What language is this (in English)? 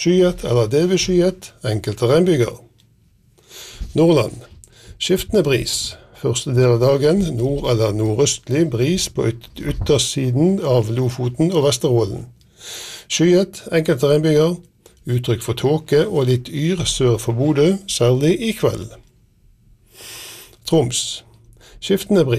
Norwegian